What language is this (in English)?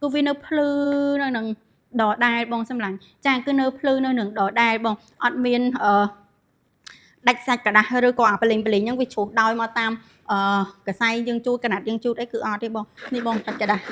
Khmer